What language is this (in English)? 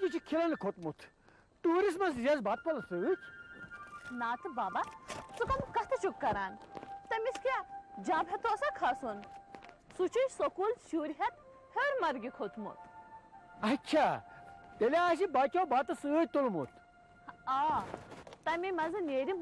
Kashmiri